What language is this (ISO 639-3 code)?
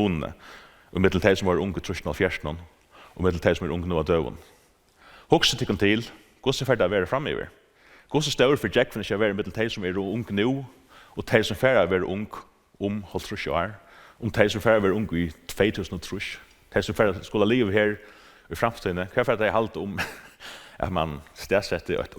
fao